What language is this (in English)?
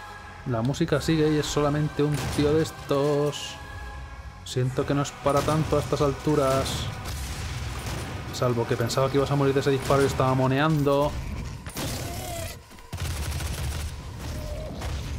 Spanish